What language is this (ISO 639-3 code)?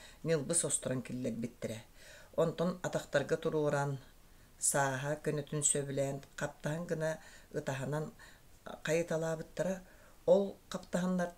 sah